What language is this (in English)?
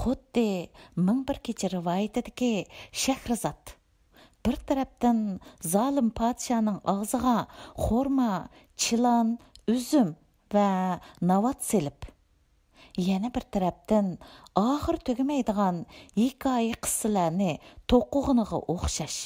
Uyghur